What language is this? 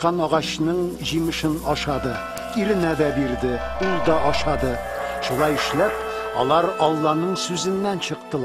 Tatar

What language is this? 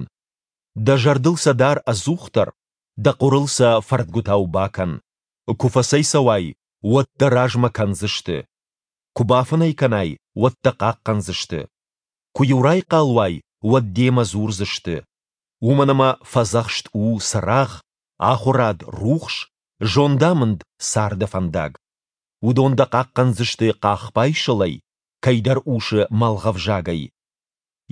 Ossetic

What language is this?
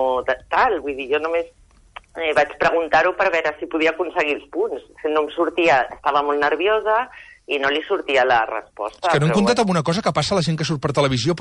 Catalan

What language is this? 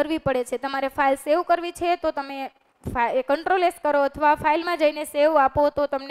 Gujarati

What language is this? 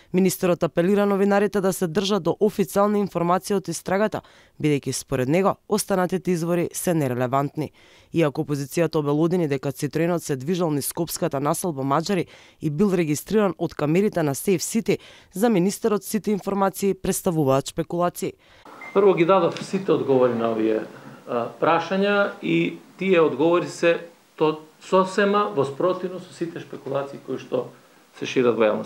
Macedonian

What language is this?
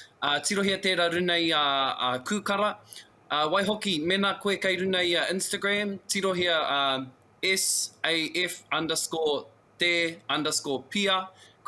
Māori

